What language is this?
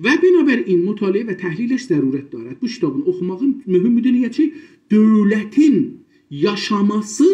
South Azerbaijani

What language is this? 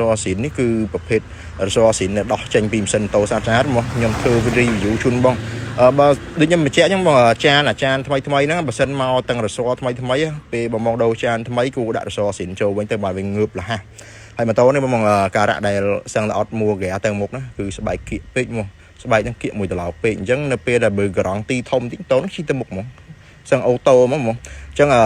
Khmer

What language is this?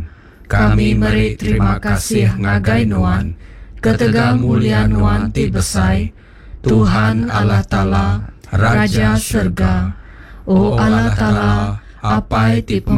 Iban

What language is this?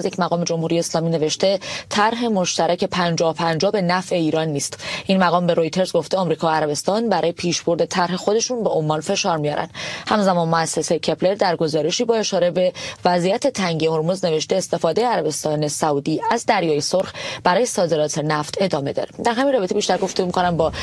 Persian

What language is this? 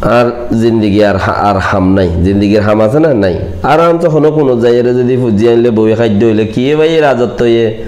Rohingya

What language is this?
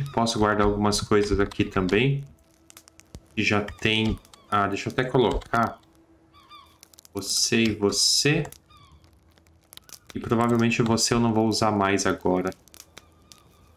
Portuguese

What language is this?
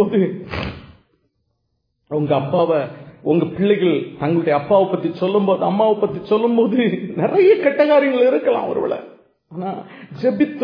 Tamil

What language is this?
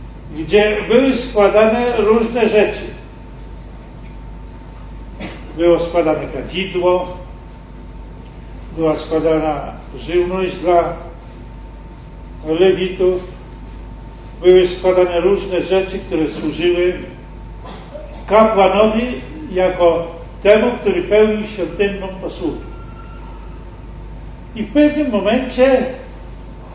Polish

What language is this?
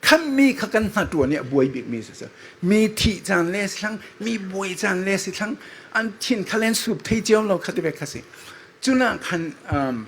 Falam Chin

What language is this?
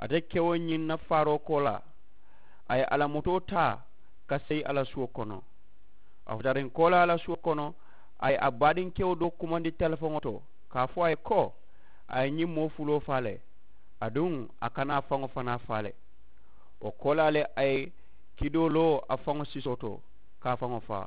Mandingo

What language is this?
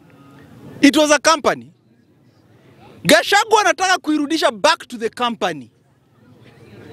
Swahili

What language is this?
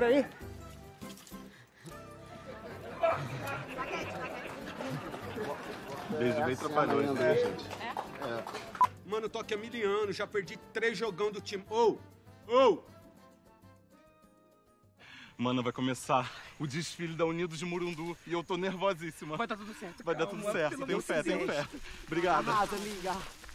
Portuguese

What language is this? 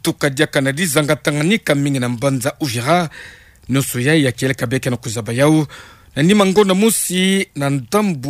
Kituba (Democratic Republic of Congo)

